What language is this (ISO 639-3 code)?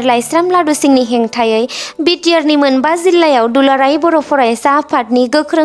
brx